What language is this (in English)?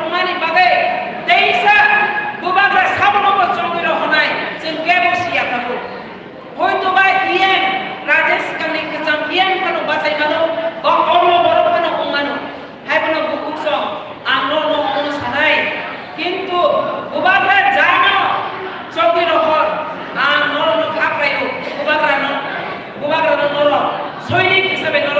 Kok Borok